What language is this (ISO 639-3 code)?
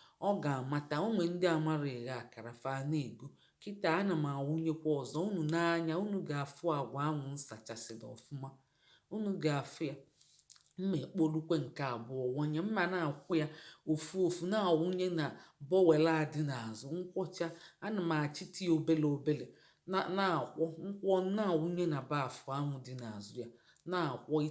ibo